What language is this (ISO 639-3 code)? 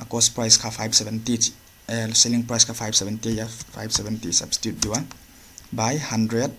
pck